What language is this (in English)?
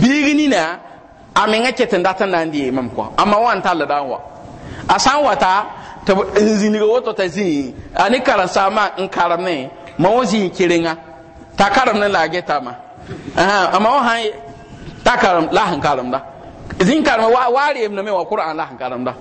Mossi